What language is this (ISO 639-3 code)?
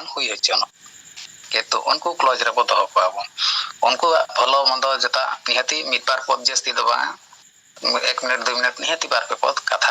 sat